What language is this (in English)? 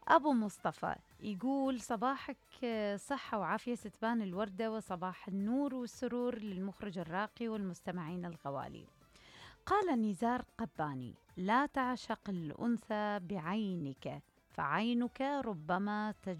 Mesopotamian Arabic